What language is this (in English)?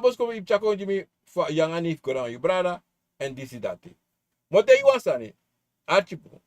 Sranan Tongo